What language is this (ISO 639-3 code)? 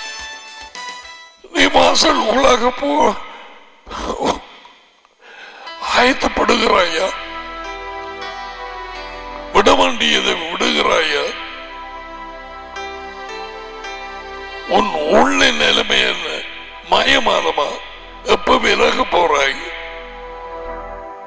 tam